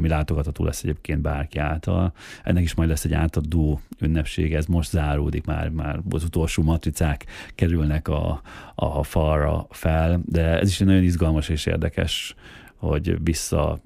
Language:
Hungarian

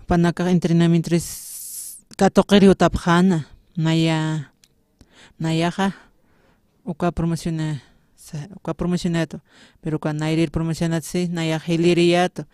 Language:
Aymara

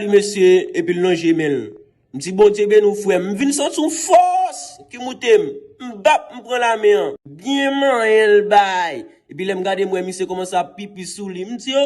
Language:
Haitian Creole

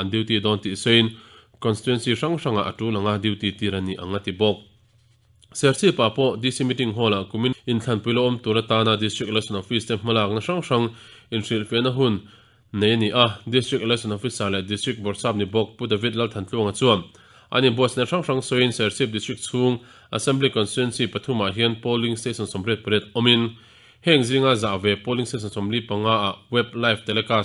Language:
Mizo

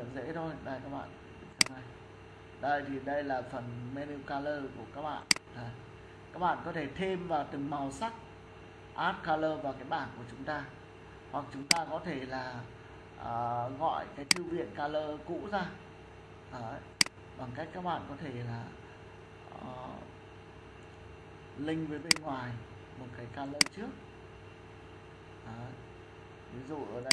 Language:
Vietnamese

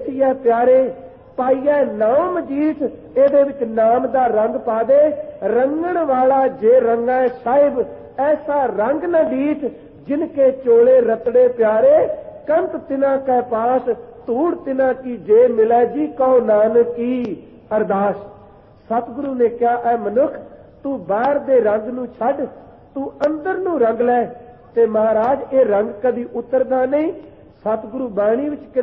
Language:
Punjabi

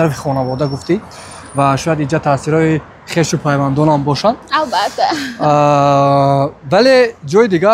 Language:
Tajik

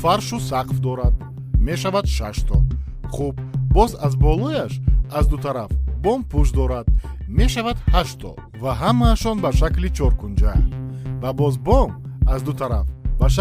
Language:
Tajik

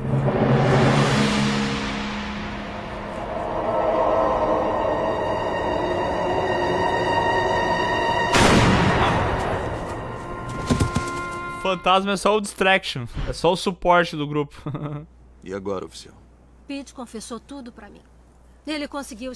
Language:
Portuguese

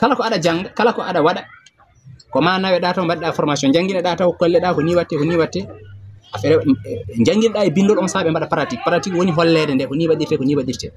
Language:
Fula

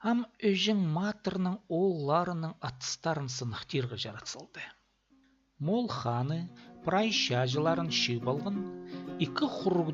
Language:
Khakas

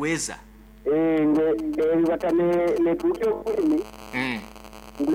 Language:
Nyoro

